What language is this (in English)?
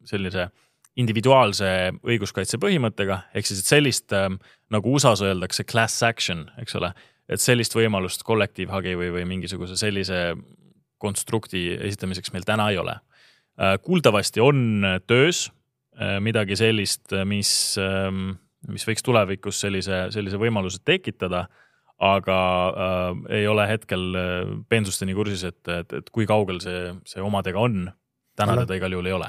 Estonian